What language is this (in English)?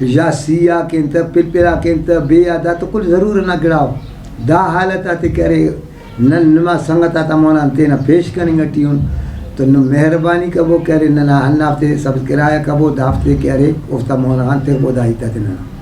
Brahui